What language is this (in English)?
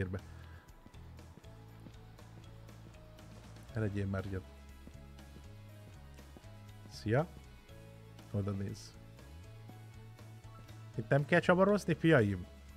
Hungarian